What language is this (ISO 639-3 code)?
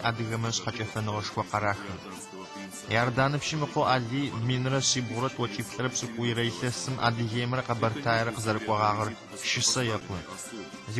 ady